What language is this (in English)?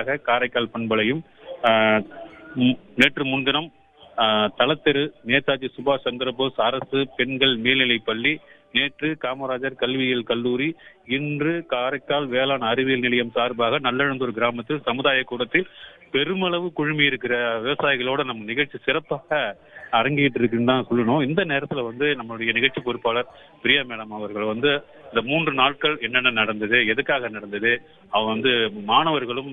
Tamil